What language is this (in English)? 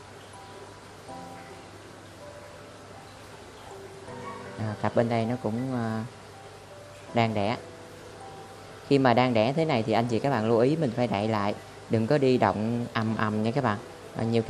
Vietnamese